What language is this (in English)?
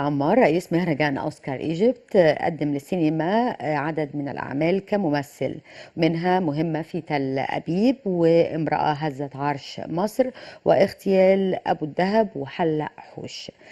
Egyptian Arabic